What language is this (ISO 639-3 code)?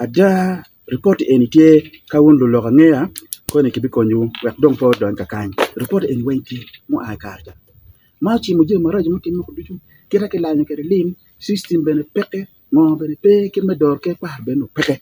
ach